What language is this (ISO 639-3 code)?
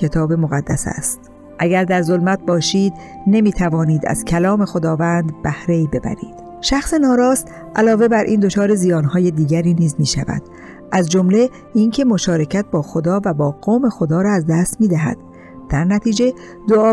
fas